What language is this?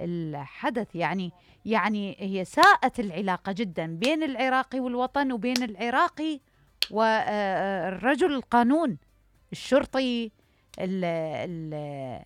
Mesopotamian Arabic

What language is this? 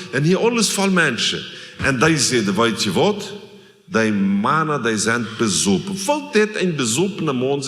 Plautdietsch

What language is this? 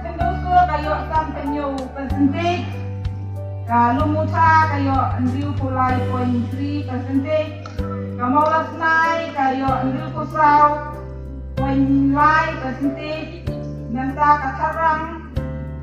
Khasi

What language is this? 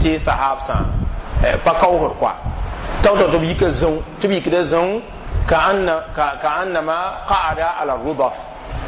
Mossi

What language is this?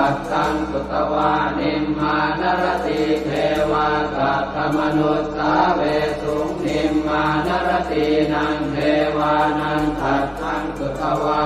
Pali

